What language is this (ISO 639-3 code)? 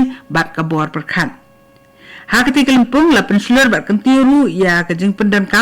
kha